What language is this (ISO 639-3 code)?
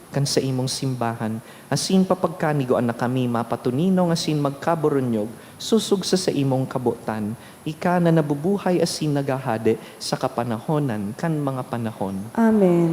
bik